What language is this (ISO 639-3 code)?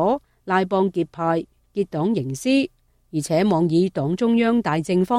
yue